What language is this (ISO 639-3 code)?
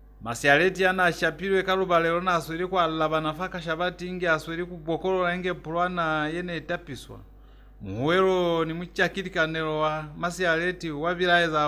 loz